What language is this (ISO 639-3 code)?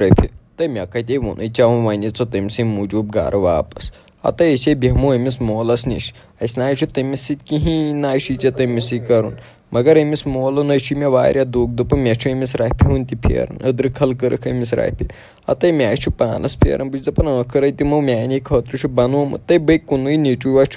kas